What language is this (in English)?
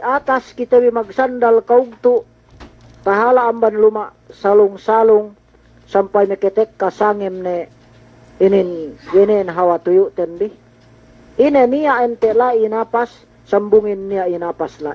Yakan